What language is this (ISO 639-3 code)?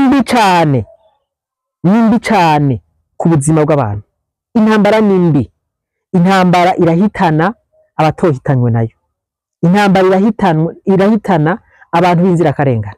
run